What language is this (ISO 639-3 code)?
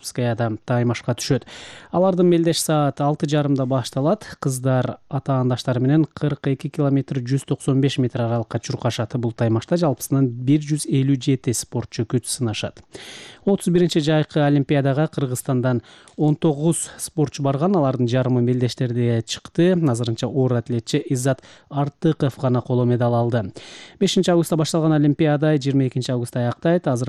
kir